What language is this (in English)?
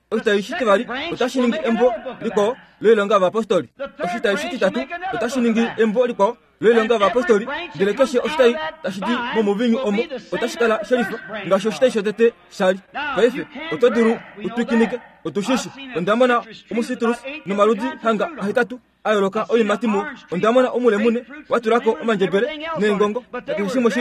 Kuanyama